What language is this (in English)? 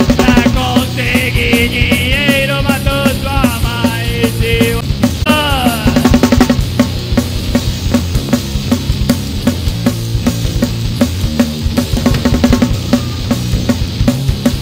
Portuguese